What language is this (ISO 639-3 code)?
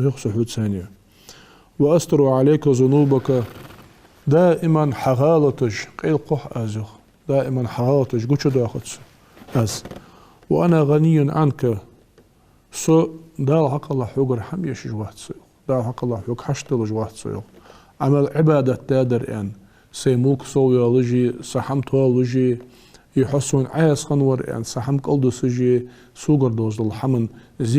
inh